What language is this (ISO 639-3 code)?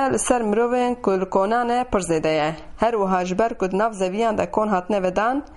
kur